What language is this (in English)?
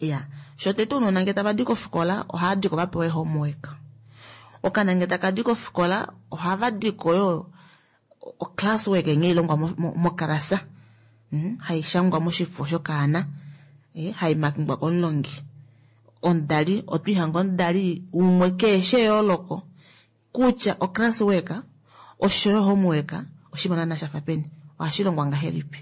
Kuanyama